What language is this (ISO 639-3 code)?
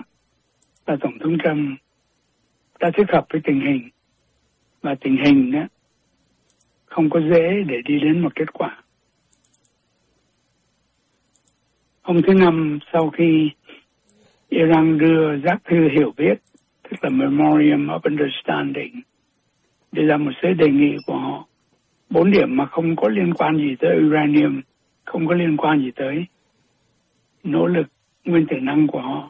vie